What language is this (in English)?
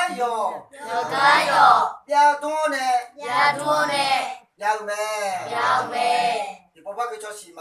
Akha